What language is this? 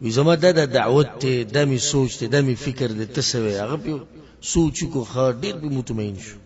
Pashto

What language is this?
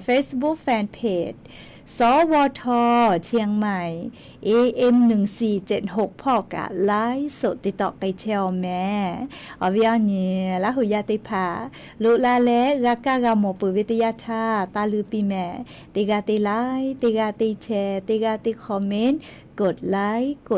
Lahu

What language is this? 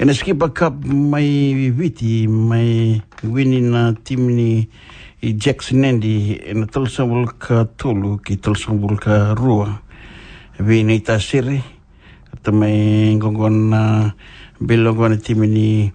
Fijian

